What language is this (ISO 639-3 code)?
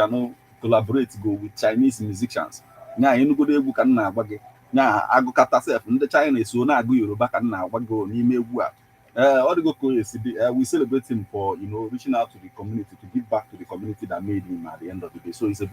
ibo